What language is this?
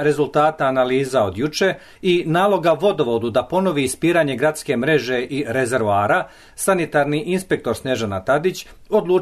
Serbian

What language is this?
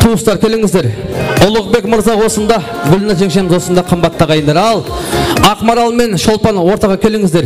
Kara-Kalpak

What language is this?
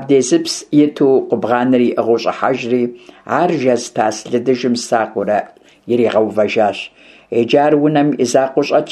Kabardian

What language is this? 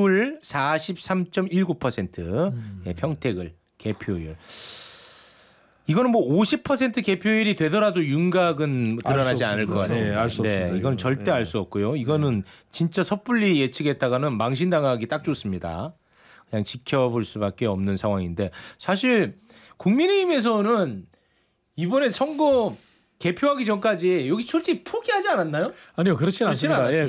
Korean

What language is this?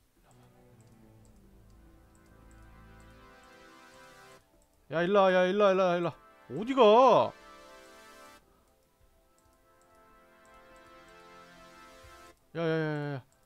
Korean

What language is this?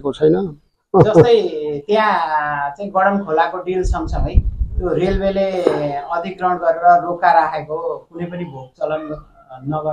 Nepali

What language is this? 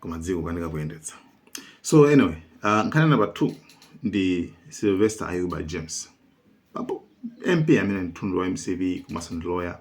Nyanja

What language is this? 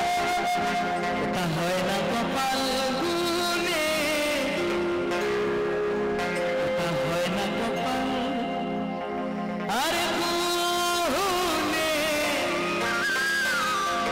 Bangla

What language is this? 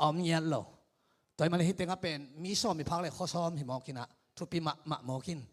Tedim Chin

